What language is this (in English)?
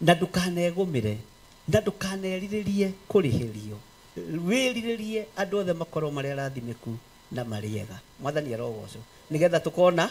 Kikuyu